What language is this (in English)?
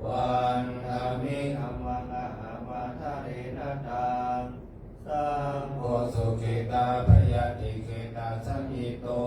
Pali